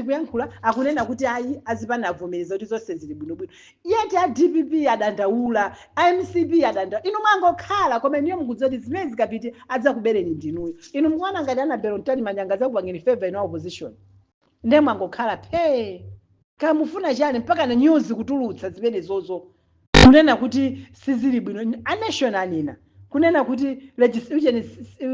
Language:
Nyanja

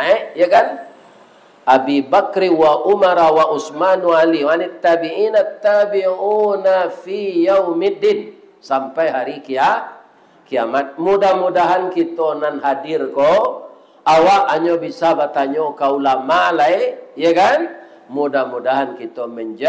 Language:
Minangkabau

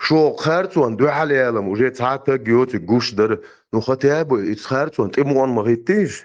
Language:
Chechen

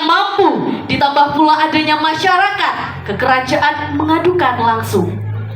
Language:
Banjar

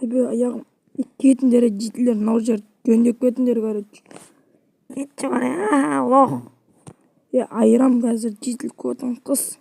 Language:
Kazakh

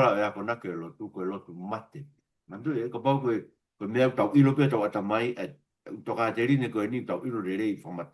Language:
Tongan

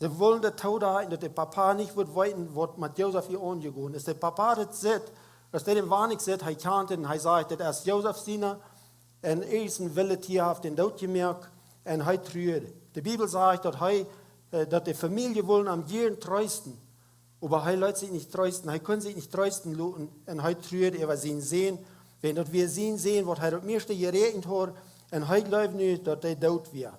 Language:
Plautdietsch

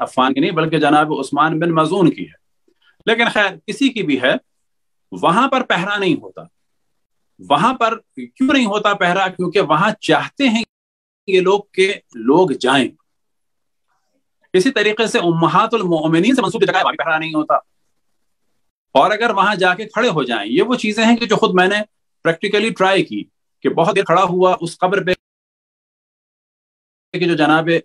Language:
Urdu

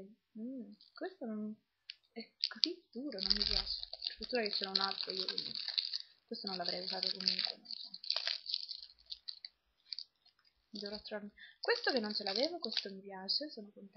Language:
Italian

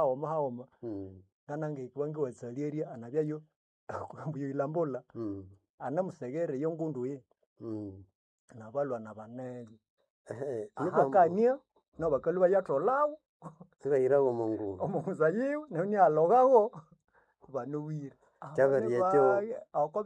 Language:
Nande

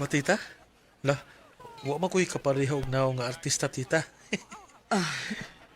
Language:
Cebuano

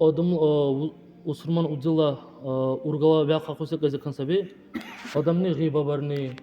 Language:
Dargwa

